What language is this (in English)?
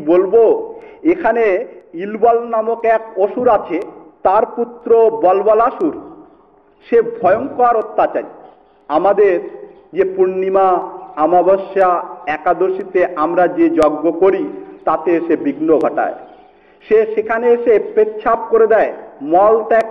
Bangla